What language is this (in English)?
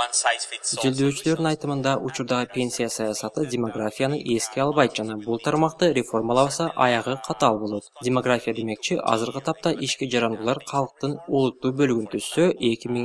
Kyrgyz